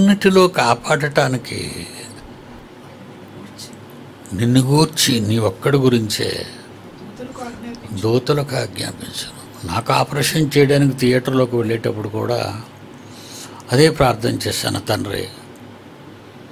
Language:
Telugu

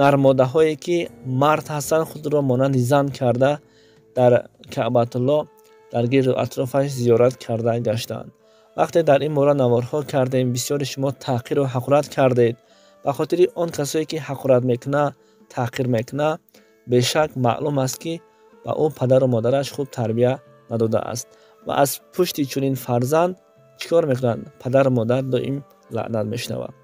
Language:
Tajik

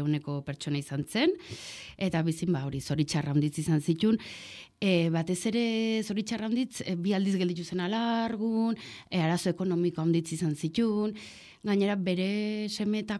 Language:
Basque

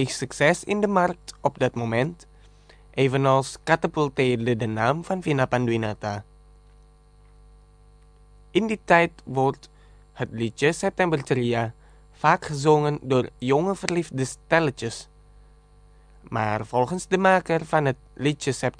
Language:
Dutch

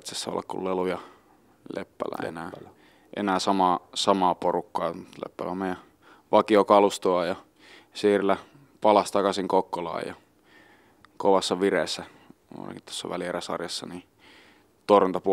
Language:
Finnish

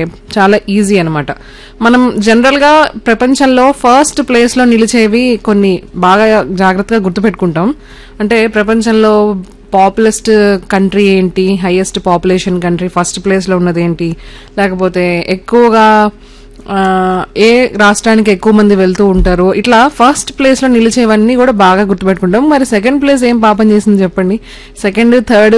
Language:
Telugu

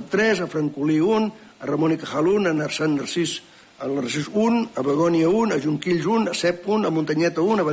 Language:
Catalan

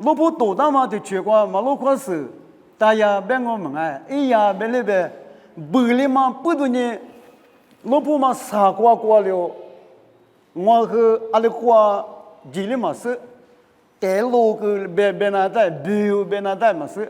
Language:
Lisu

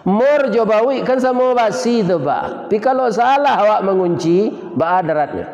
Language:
Minangkabau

